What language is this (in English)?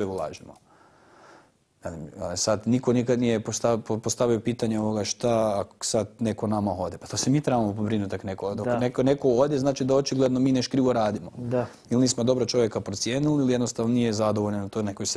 Croatian